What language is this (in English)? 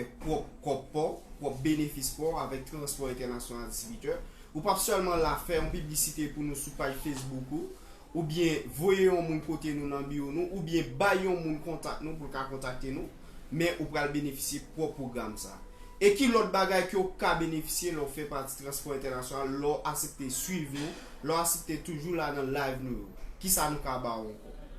Haitian Creole